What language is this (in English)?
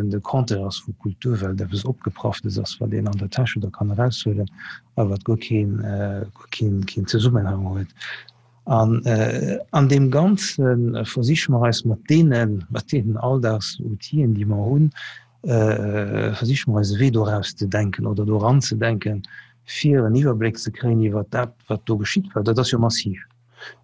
Luxembourgish